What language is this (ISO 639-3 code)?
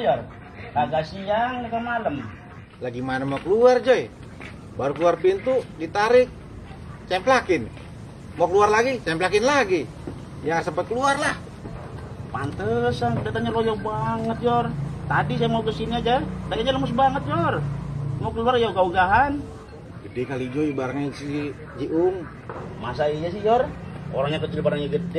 bew